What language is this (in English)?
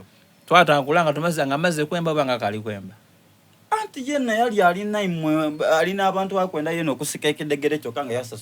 Soga